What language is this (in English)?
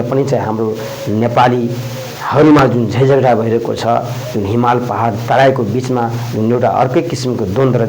Nepali